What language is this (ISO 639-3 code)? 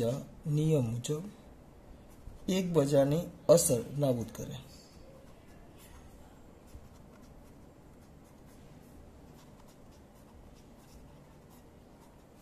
guj